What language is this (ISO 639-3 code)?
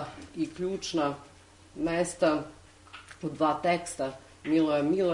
srp